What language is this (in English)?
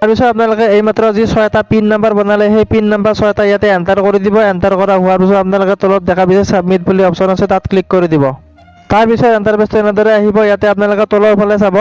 Assamese